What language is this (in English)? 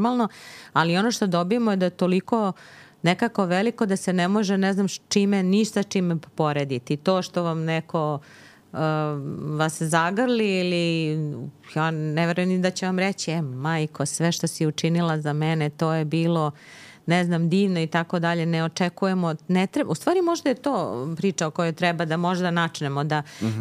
Serbian